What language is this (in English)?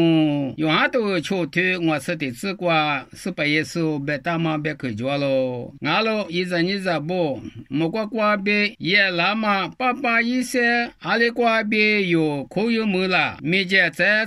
Lisu